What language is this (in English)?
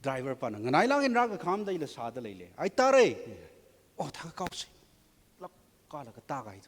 Tangkhul Naga (India)